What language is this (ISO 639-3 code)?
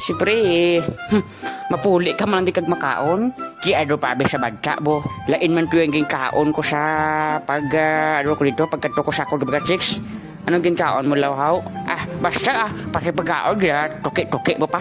hil